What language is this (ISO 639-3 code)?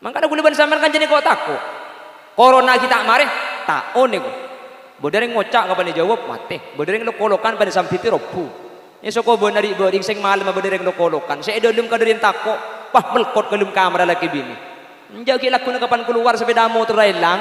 mad